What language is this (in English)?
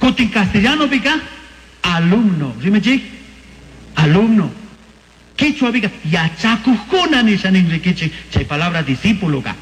Chimborazo Highland Quichua